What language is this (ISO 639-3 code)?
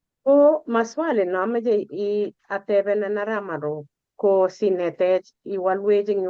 kln